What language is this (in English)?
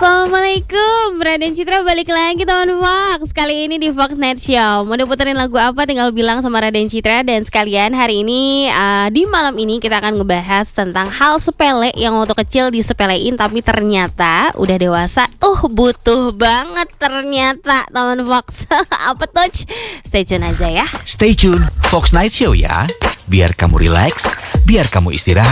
Indonesian